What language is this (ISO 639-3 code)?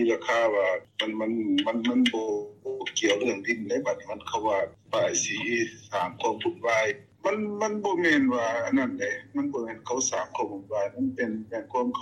lao